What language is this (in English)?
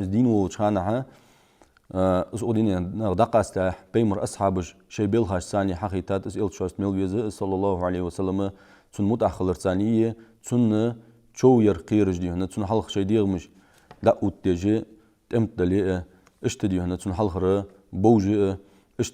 Ingush